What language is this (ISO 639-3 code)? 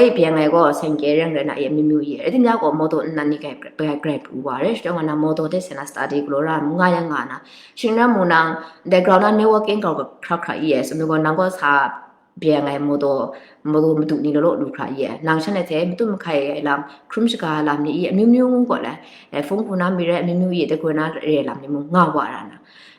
kac